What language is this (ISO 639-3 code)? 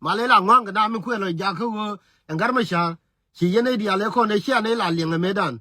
nus